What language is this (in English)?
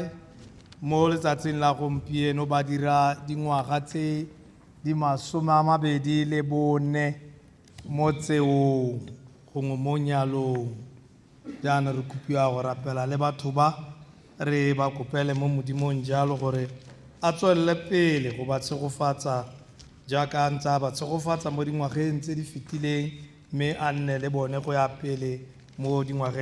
Tswana